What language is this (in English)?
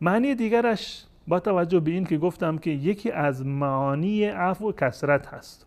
Persian